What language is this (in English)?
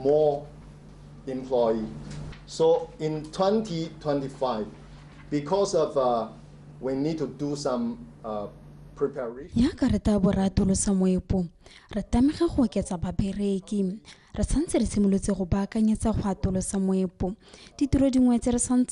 Tswana